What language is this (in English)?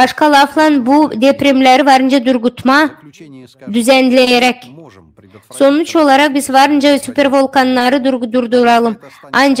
Gagauz